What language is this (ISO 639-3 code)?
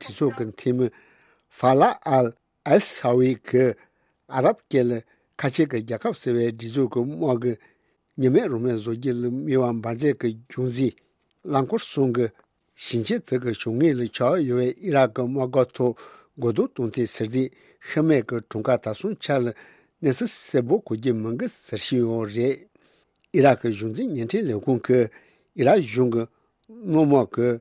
bod